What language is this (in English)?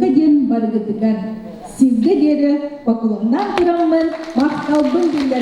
Yakut